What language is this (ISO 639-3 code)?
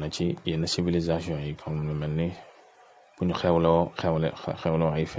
wol